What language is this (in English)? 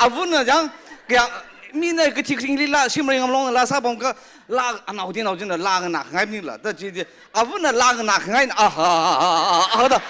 Tangkhul Naga (India)